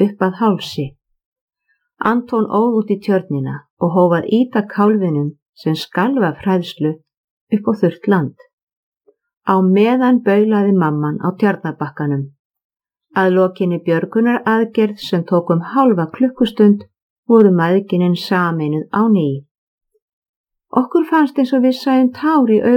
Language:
Icelandic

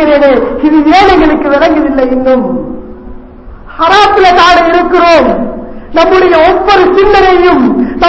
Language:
Tamil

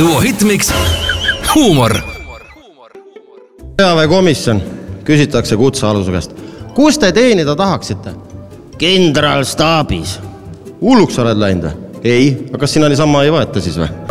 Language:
Estonian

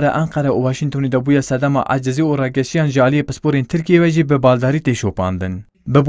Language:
Kurdish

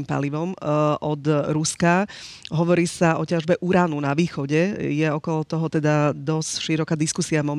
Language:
Slovak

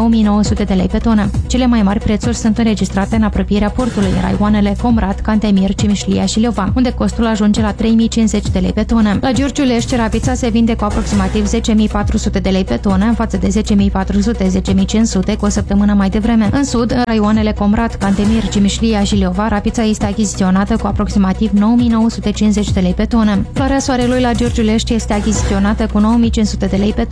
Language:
Romanian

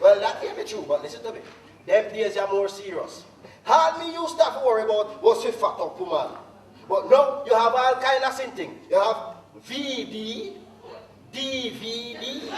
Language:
Jamaican Creole English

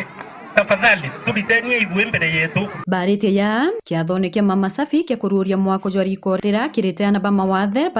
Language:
Meru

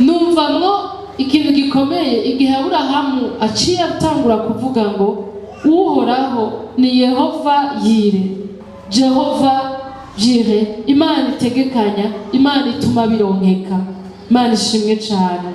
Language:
Rundi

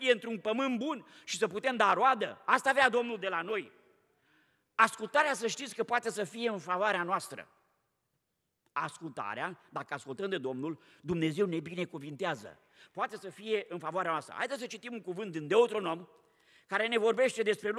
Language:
Romanian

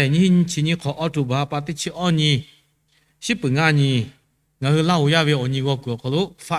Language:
Lahu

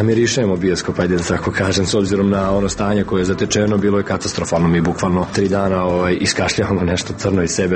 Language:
Serbian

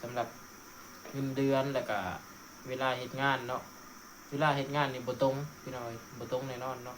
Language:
Lao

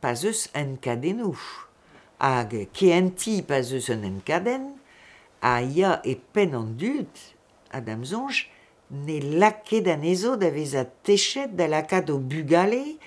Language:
Breton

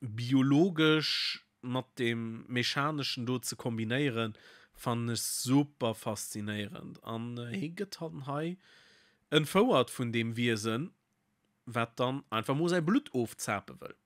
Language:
Luxembourgish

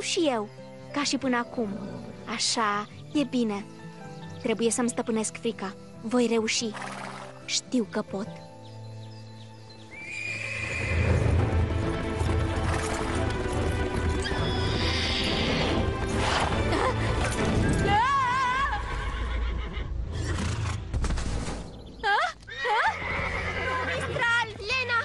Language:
Romanian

